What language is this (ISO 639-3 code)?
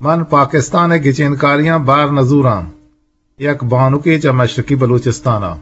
bgp